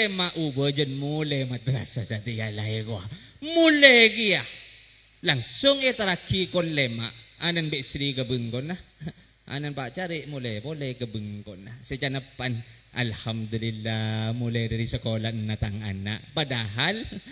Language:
Madurese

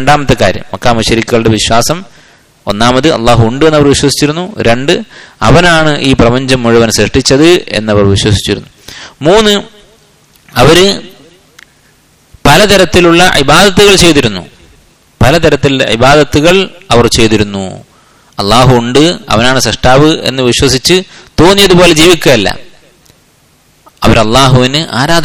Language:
Malayalam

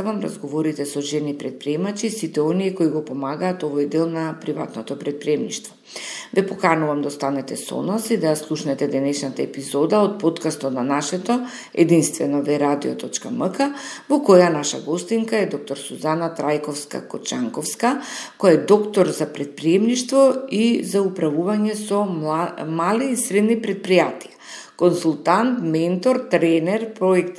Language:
Macedonian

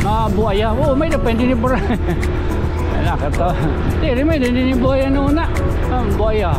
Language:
Waray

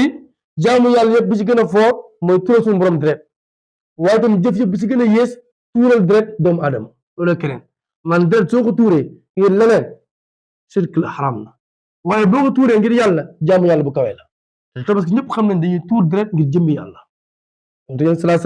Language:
Wolof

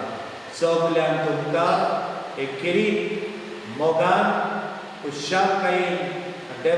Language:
Konkani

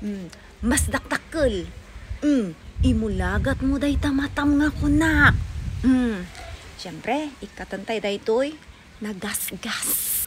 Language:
Iloko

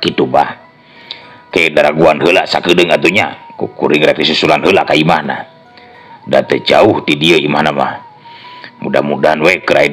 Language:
Sundanese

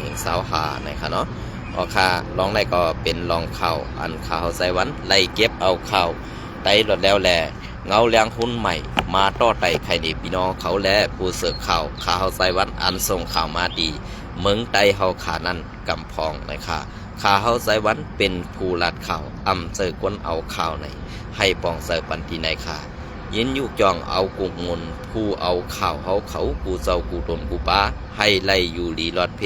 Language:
Shan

